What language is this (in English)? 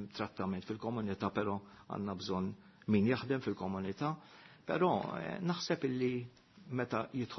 Maltese